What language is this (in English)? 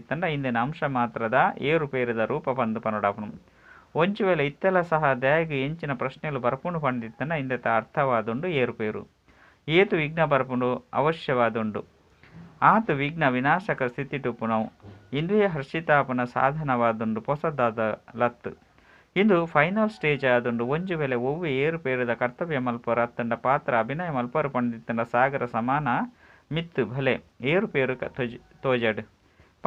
Tulu